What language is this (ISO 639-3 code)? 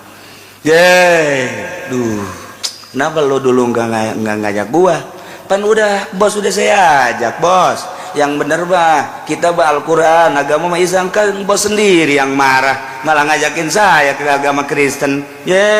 sun